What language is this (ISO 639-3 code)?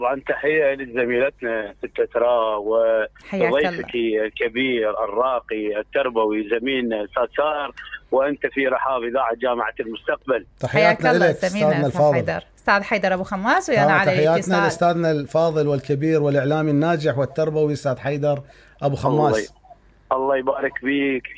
acm